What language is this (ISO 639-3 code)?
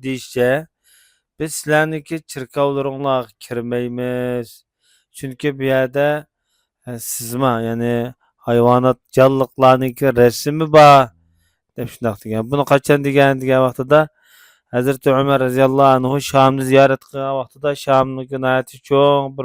uig